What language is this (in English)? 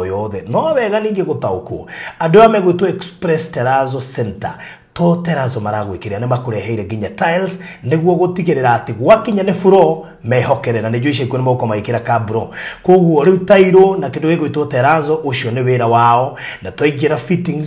Kikuyu